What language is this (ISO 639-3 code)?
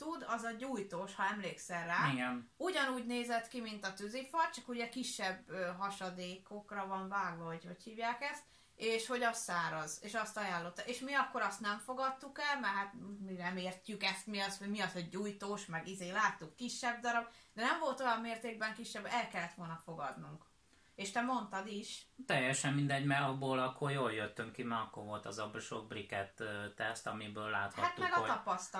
hun